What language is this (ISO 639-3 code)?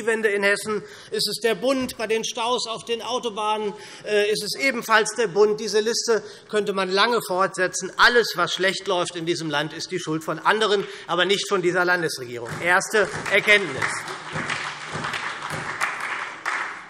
deu